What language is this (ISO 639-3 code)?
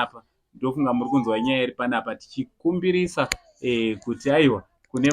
sna